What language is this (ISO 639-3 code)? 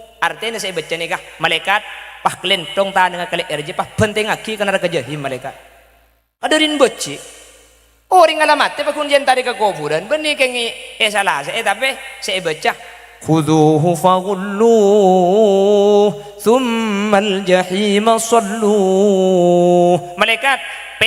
mad